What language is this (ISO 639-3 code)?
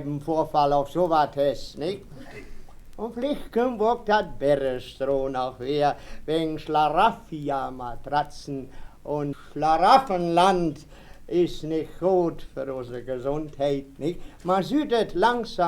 wep